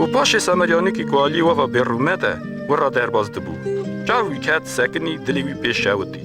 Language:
Kurdish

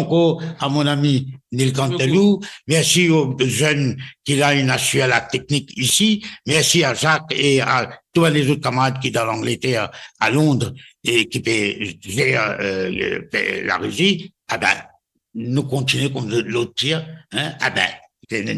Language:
Morisyen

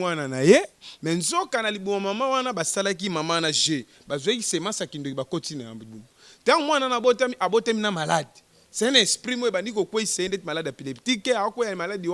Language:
Lingala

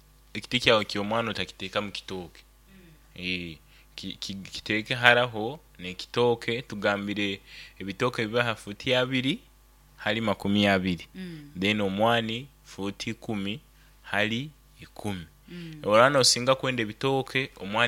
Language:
Nyoro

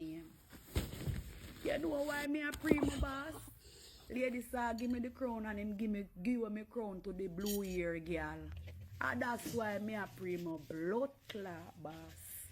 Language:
Jamaican Creole English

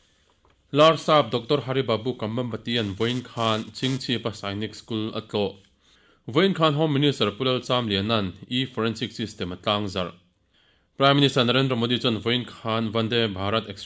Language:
Mizo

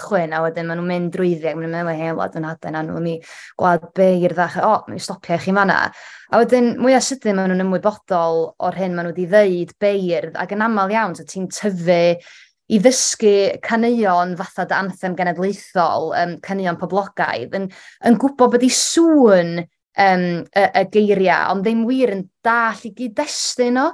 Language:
Welsh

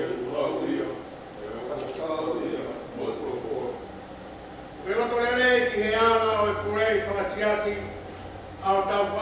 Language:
Tongan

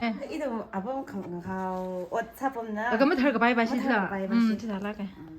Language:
Tangkhul Naga (India)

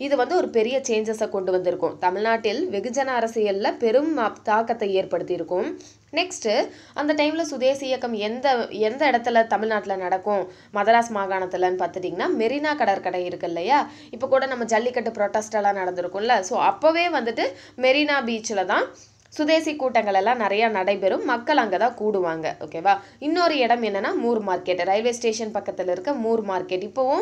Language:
Tamil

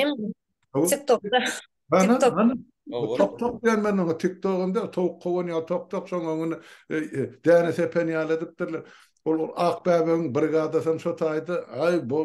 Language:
Turkmen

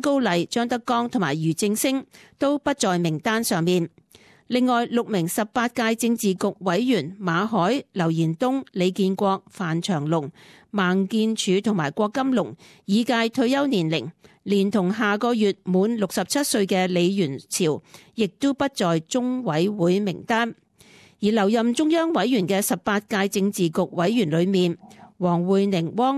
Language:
Cantonese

